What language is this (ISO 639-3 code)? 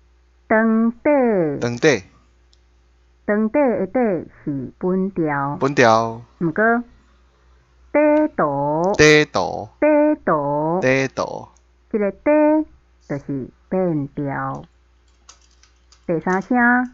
nan